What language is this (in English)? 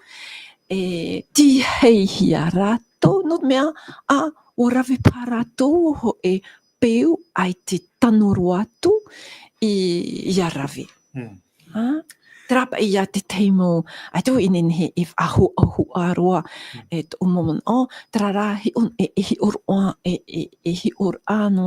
Tahitian